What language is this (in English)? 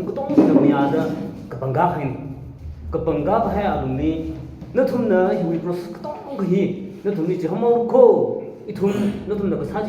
Tangkhul Naga (India)